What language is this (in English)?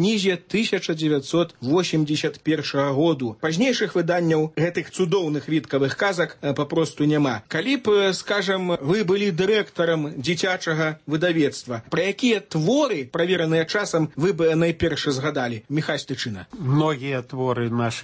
Belarusian